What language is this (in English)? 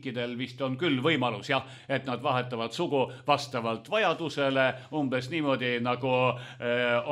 Estonian